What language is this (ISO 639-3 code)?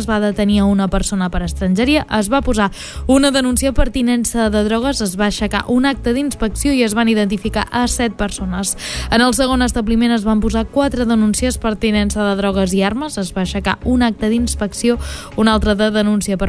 cat